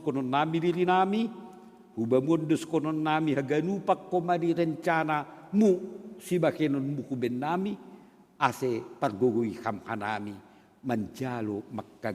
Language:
Batak Simalungun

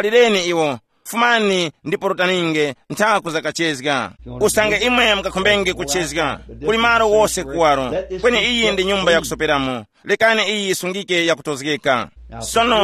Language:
Tumbuka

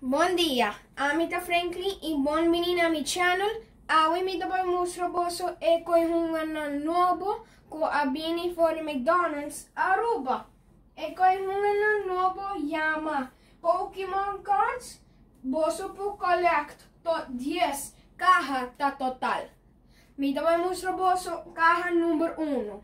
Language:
Papiamento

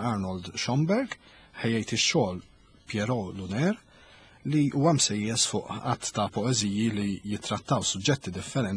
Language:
Maltese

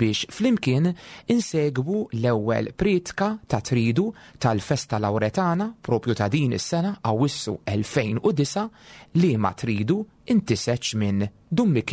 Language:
Maltese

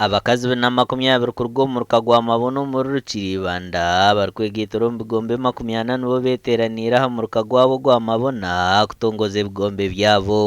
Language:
Nyankole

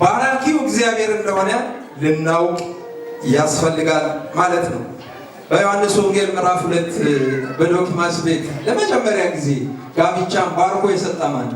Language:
Amharic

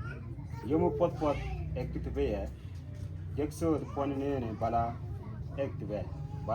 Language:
Mabaan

